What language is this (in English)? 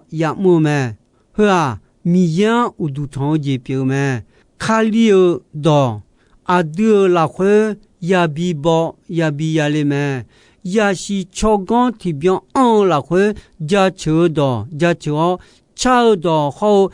Akha